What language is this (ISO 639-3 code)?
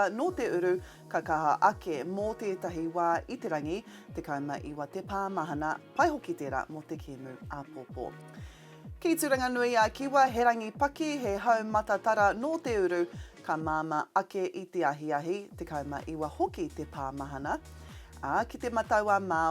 mri